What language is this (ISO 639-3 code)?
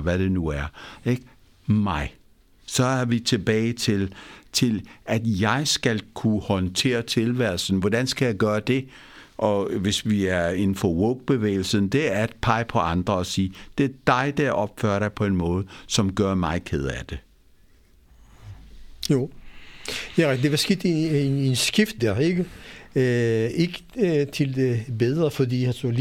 dan